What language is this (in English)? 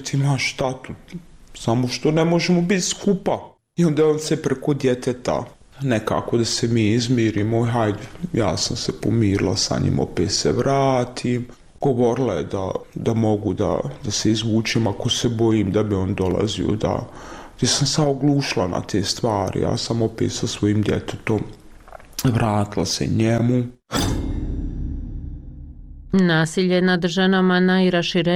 Bosnian